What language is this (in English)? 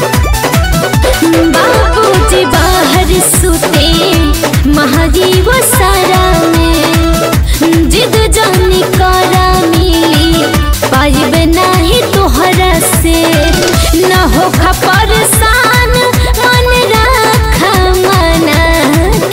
Bhojpuri